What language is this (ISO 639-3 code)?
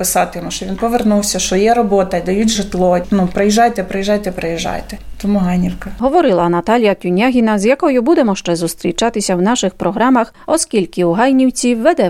ukr